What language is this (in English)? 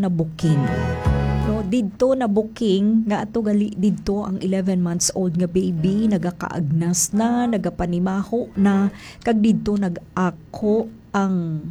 Hiligaynon